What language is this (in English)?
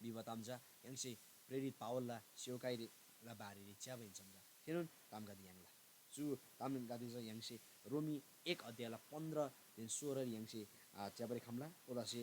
Eastern Tamang